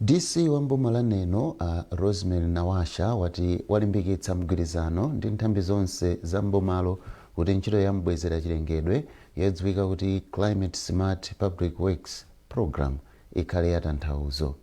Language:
Nyanja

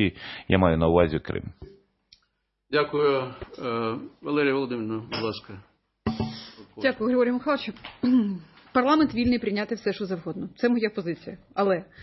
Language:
Ukrainian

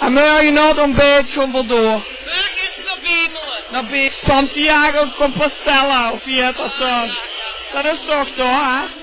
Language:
Limburgish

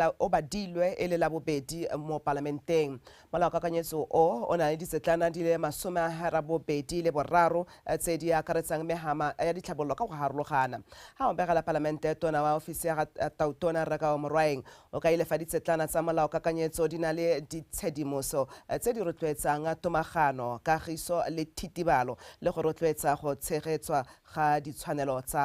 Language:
Tswana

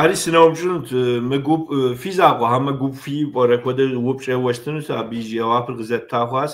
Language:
Kabardian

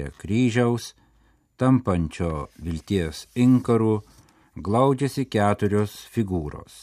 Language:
Lithuanian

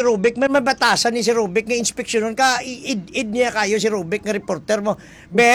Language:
Hiligaynon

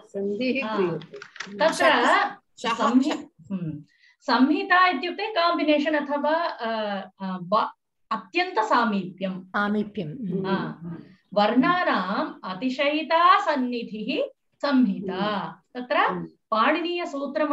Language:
Sanskrit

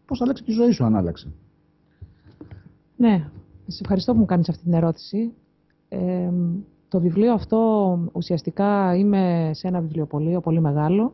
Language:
Greek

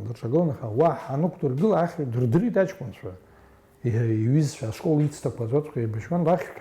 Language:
Abkhazian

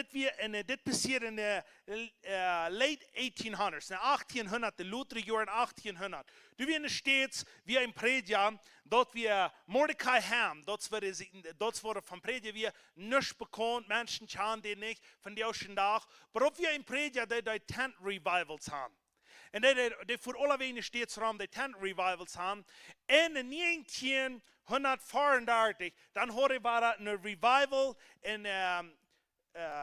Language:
Plautdietsch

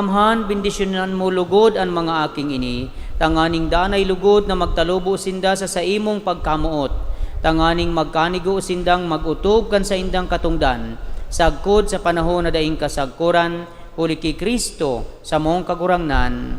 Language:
Bikol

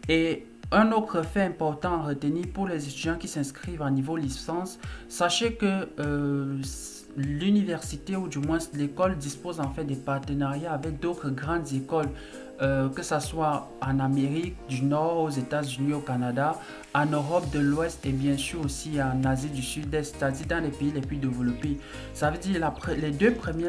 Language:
French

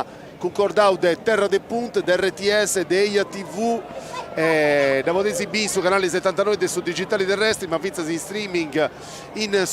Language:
Sardinian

